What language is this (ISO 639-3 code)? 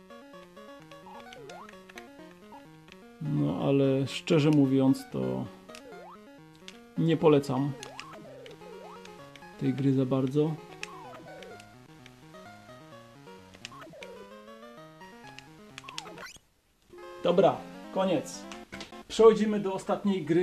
pol